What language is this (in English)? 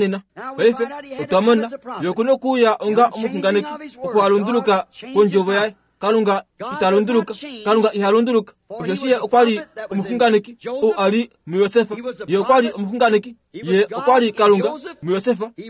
Kuanyama